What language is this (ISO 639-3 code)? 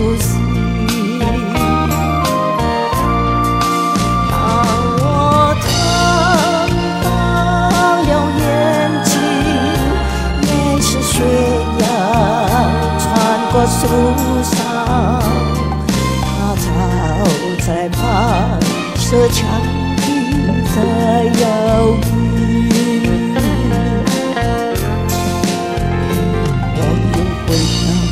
zho